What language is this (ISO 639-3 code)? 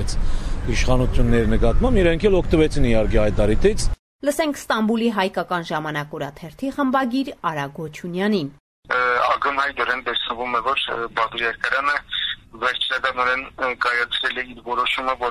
hye